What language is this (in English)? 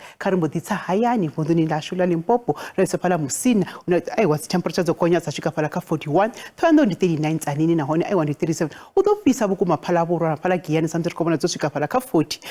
Venda